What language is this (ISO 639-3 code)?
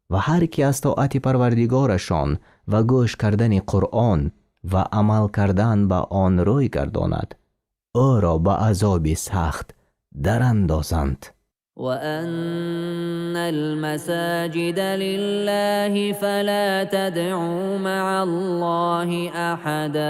tgk